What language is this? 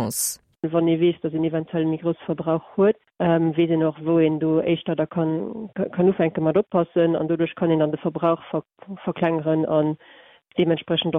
Luxembourgish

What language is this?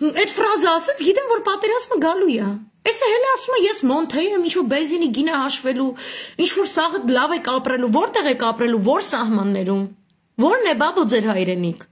Armenian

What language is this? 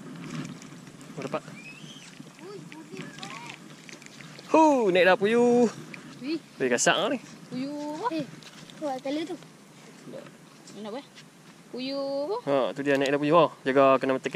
Malay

